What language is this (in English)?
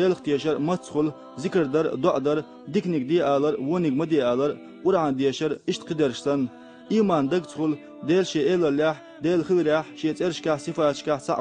Chechen